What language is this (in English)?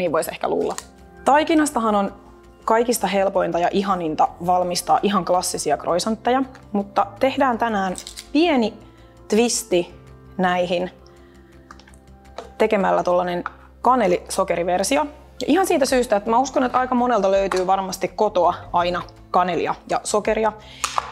Finnish